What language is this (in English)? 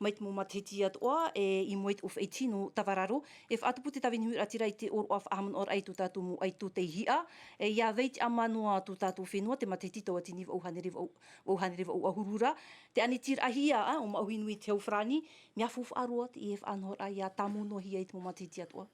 Tahitian